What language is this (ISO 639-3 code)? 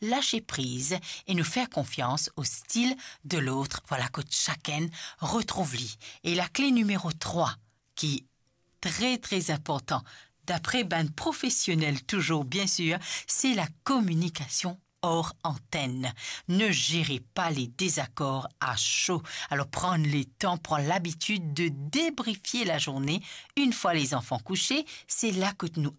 mfe